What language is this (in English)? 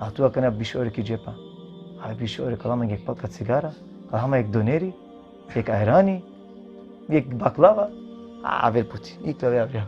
Balkan Romani